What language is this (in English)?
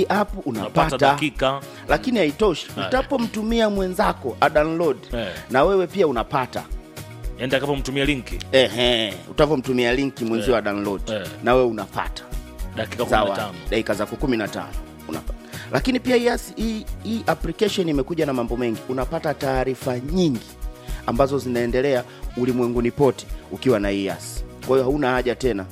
Swahili